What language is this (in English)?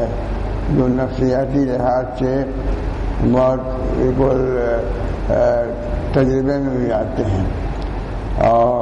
Urdu